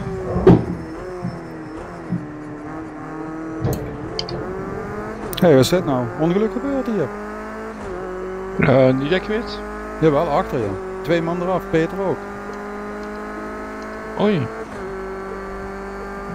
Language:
Dutch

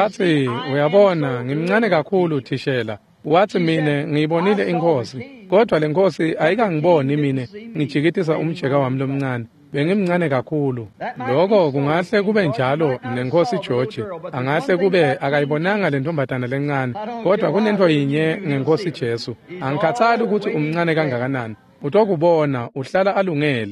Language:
Swati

